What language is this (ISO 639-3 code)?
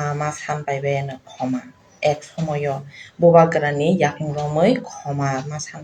trp